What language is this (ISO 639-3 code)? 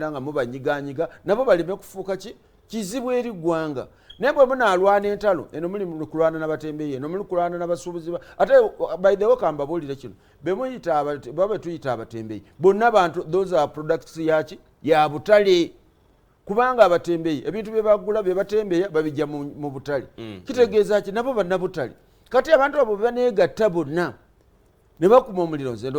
lug